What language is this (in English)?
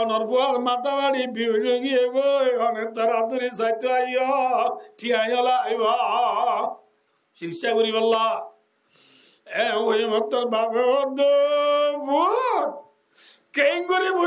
Rohingya